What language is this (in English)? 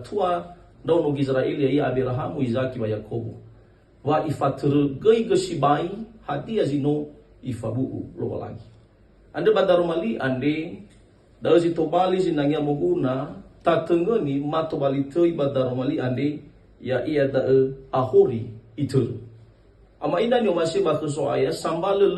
Nias